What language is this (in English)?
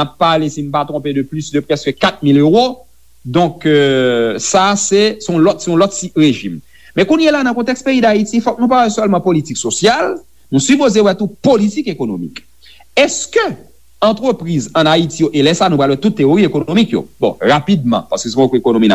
Haitian Creole